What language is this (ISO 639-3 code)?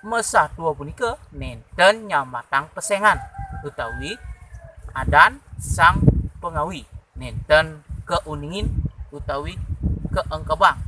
ban